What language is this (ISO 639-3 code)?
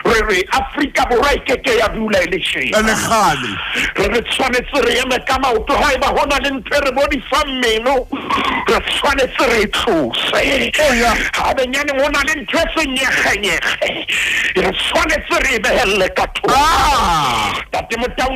sot